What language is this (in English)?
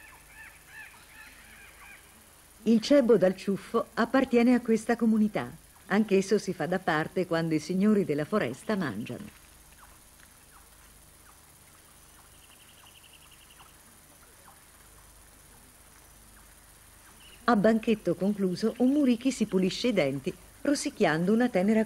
Italian